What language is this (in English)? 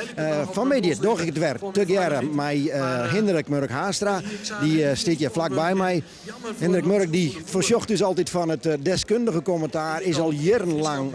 Western Frisian